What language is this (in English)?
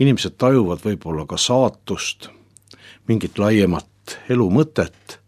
Estonian